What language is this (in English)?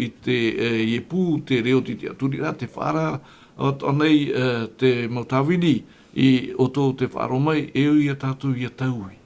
Tahitian